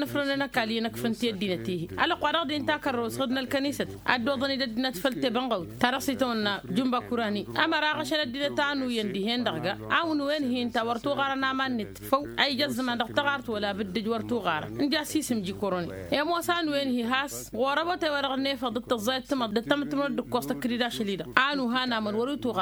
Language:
Tamasheq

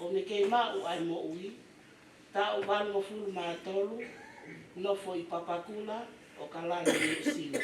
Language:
Tongan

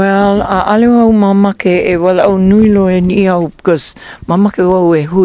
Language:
Hawaiian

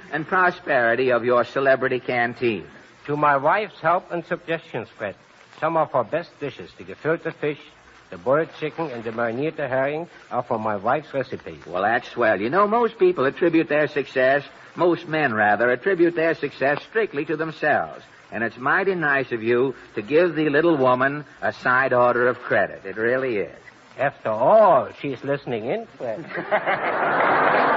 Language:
English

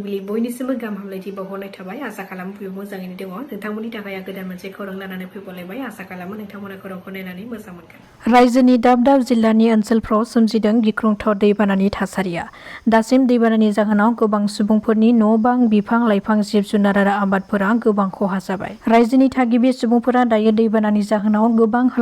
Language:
Bodo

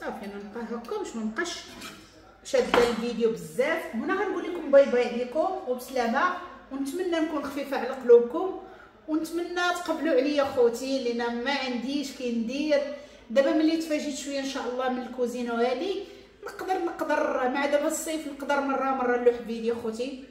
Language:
Moroccan Arabic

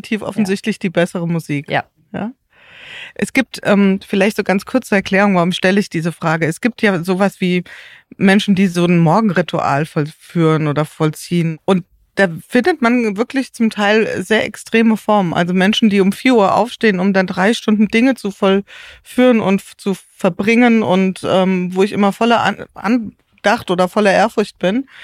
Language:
German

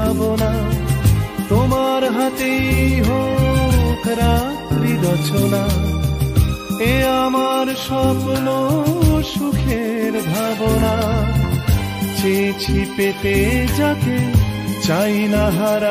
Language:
Bangla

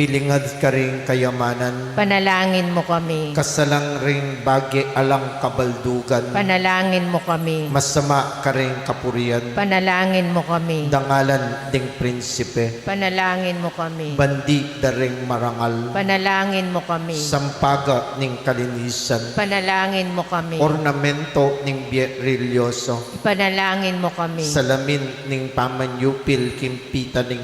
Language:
Pampanga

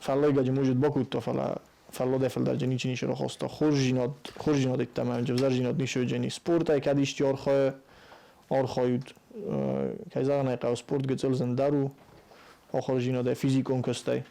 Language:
Ossetic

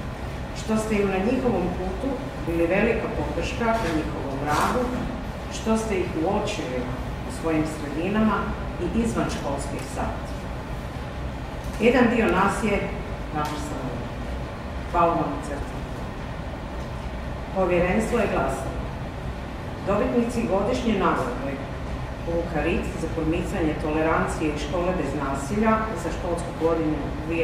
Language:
Croatian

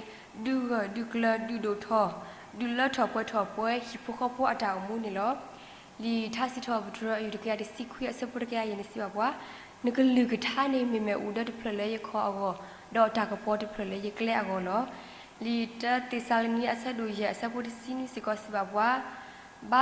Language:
S'gaw Karen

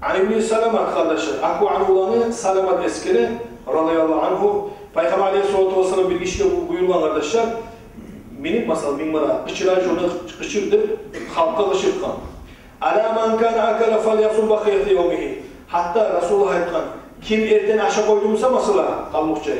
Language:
Kumyk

